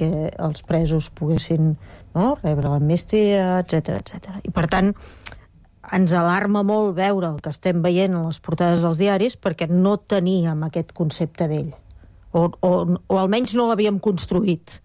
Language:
Catalan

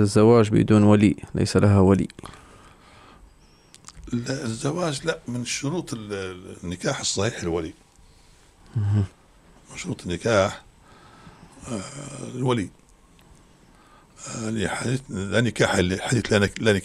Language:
Arabic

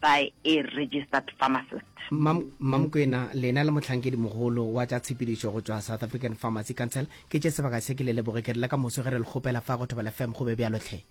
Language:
Northern Sotho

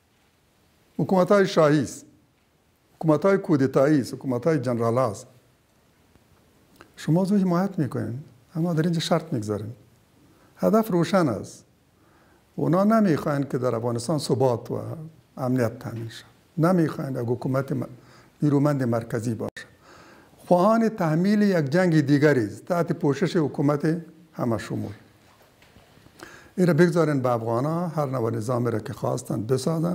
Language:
Persian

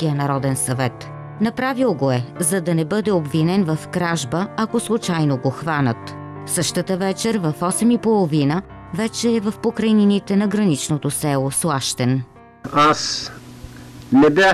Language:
Bulgarian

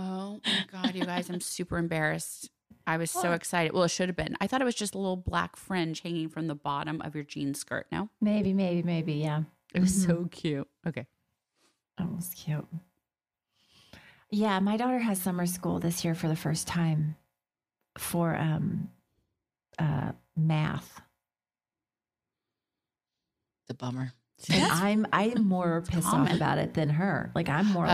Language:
English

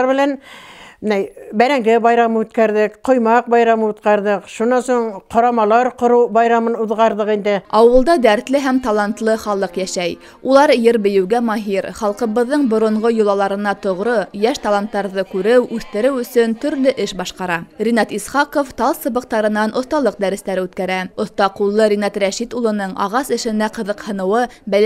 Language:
Bashkir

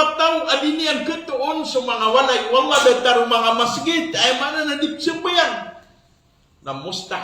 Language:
Maranao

